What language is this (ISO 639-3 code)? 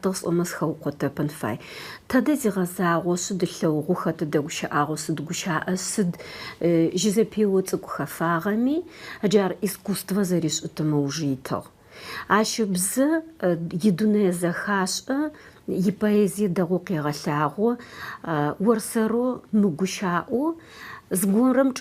ady